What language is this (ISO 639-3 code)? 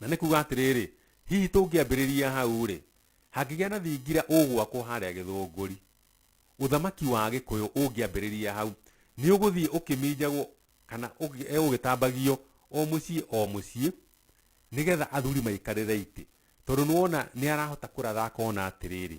kik